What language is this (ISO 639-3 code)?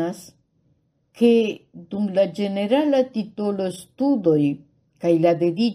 epo